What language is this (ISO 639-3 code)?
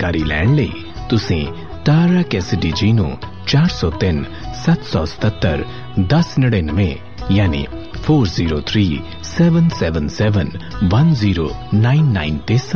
pan